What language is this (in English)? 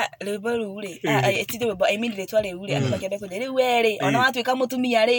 Kikuyu